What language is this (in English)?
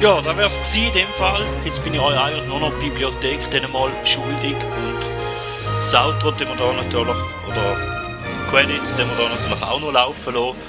Swiss German